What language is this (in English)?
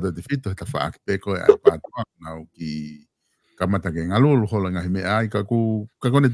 Tongan